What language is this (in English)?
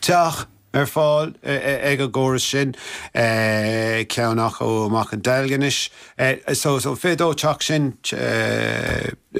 Irish